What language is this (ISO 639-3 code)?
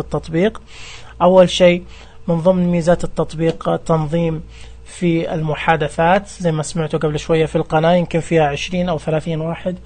ars